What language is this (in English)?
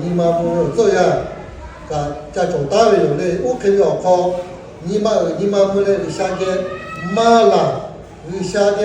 Lahu